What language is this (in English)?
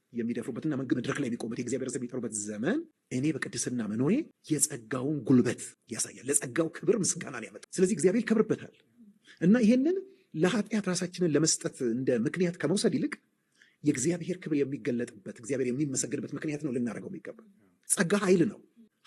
Amharic